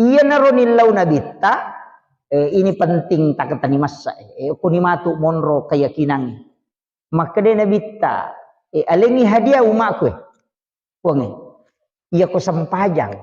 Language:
Buginese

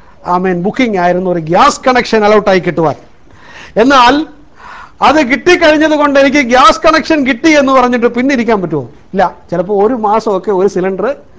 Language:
Malayalam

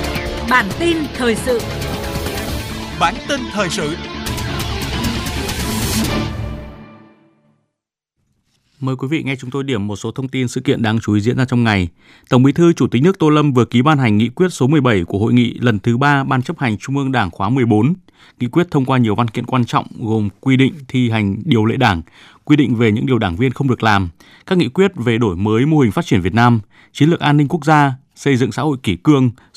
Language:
Vietnamese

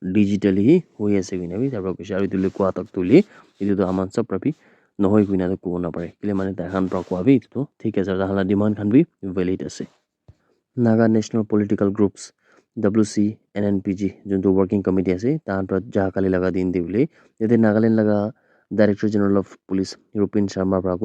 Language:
Naga Pidgin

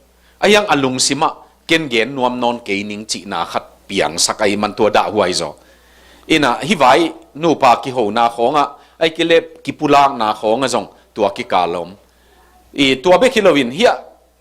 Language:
Tedim Chin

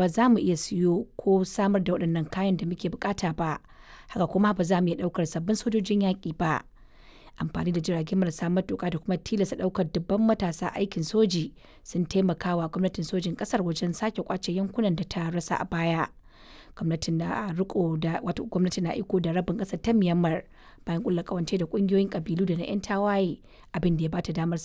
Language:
Hausa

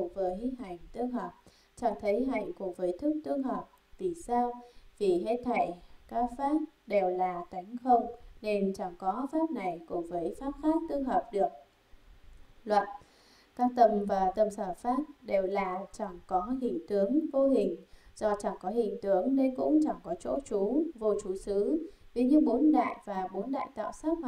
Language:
Vietnamese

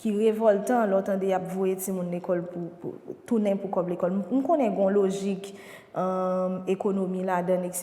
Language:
Haitian Creole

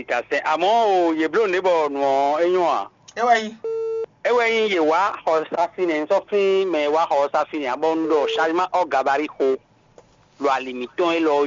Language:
Fon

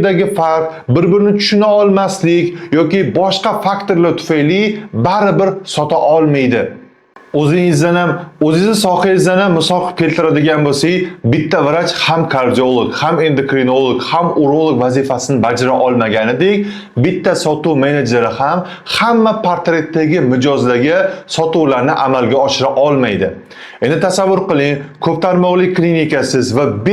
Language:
Uzbek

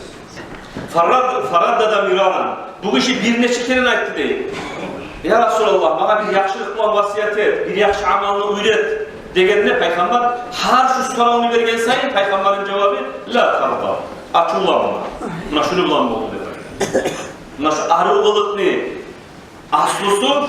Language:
Kumyk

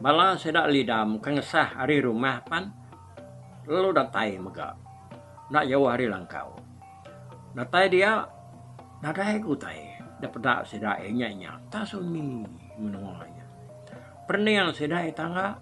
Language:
Iban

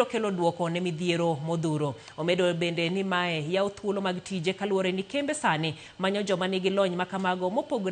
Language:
Luo (Kenya and Tanzania)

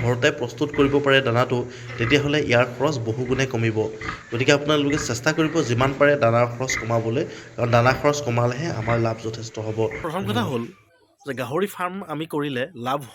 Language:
Assamese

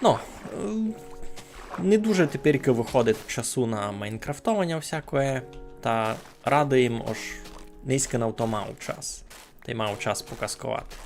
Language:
Rusyn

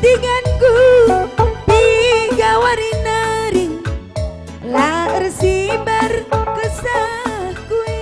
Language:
Batak Karo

